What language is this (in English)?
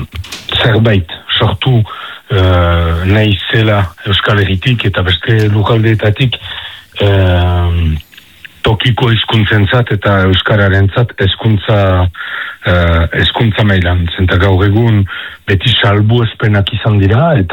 Basque